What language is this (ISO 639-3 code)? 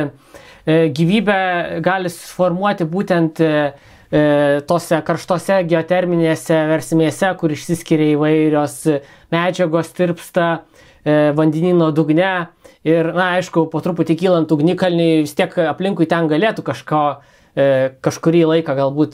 lit